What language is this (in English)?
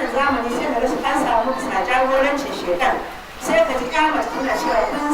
Hausa